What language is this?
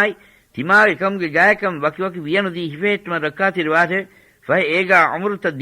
Divehi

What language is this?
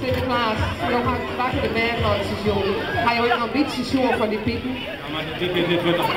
Western Frisian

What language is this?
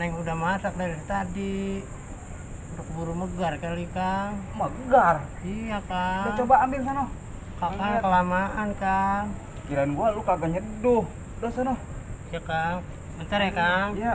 Betawi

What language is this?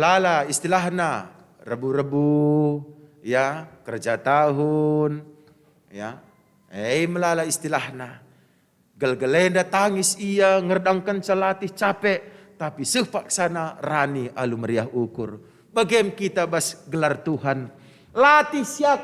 Batak Karo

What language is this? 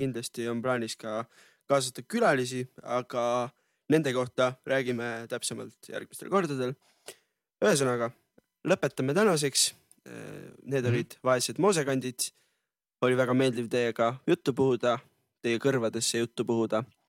Estonian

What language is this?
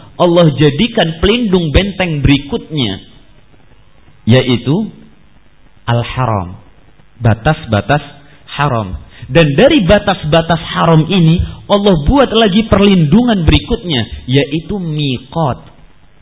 Indonesian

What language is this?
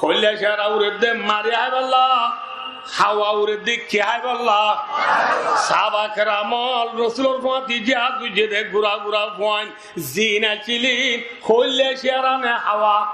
Rohingya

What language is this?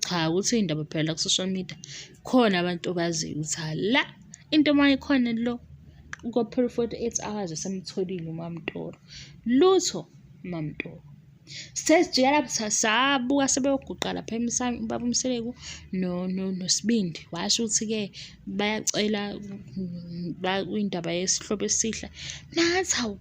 Zulu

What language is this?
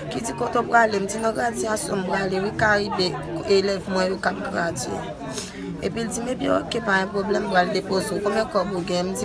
Haitian Creole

